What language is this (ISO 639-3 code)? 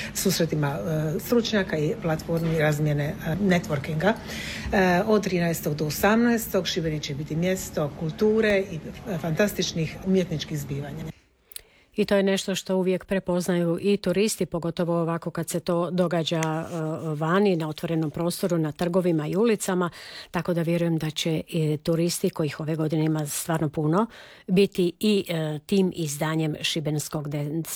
hrv